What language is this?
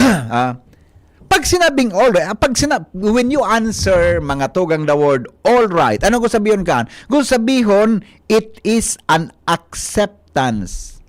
Bikol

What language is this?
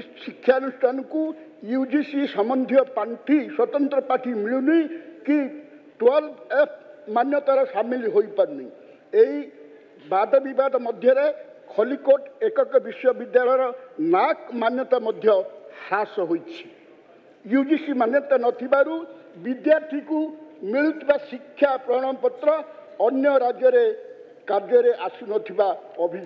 Odia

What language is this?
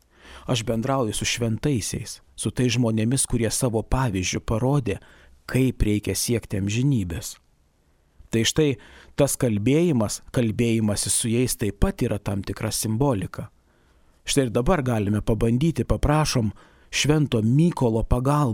Lithuanian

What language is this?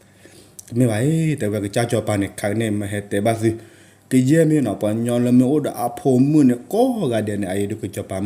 S'gaw Karen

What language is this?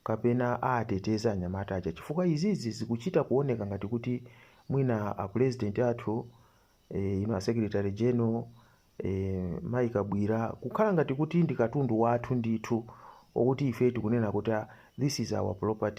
Nyanja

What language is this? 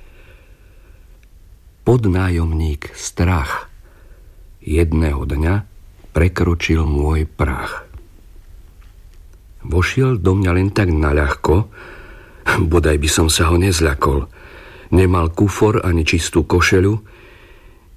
Slovak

